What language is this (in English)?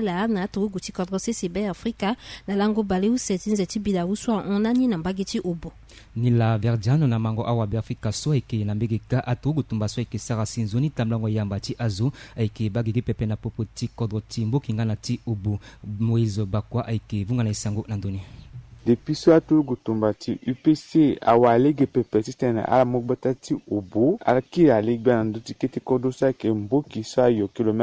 Sango